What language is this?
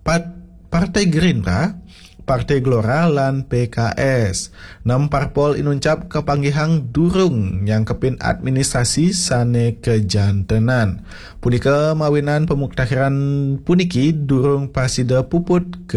Balinese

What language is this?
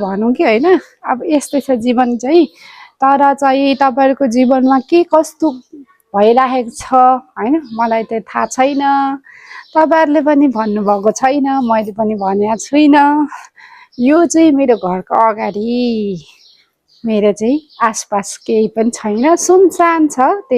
Nepali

